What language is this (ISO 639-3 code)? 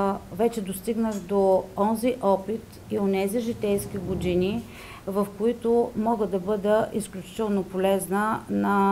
bul